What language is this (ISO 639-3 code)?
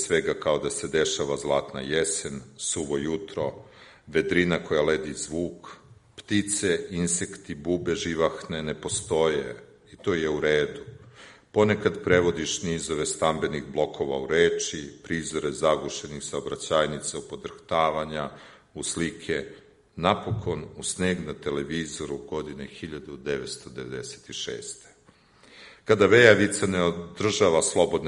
srp